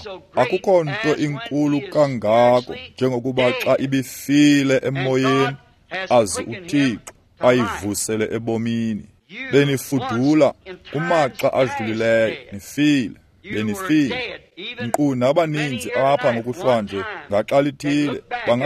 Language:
Xhosa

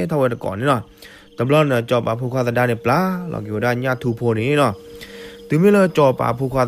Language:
S'gaw Karen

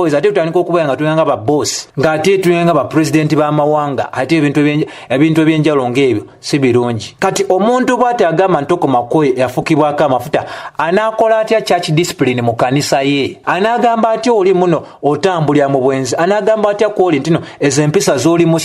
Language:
Ganda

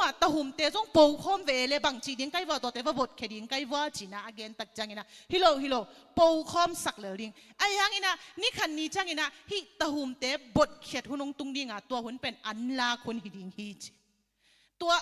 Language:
Tedim Chin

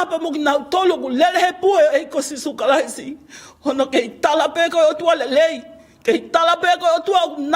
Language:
Tongan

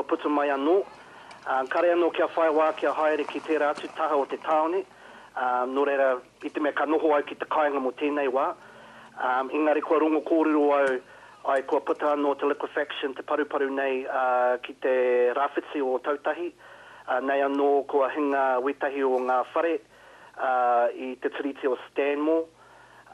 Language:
Māori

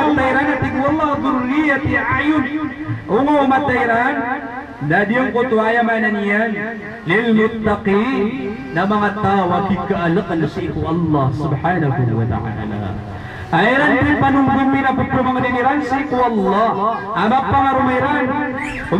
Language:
Maranao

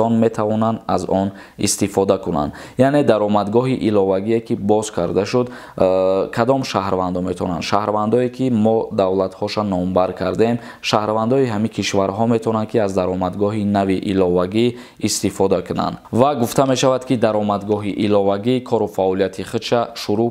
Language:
Tajik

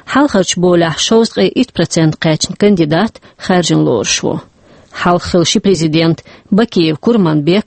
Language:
Chechen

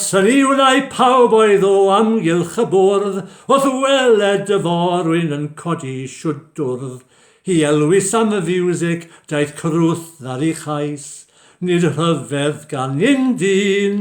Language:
Welsh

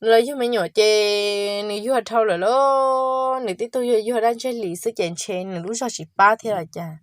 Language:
Hmong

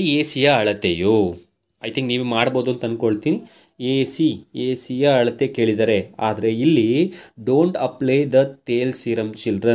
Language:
Kannada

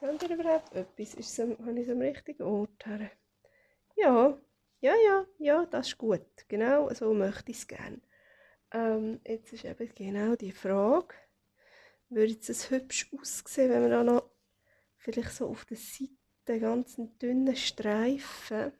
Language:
Swiss German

